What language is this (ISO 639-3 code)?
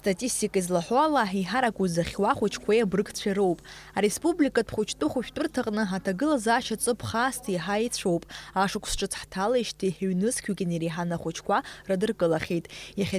abk